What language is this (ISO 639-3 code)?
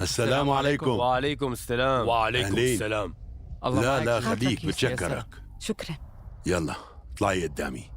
apc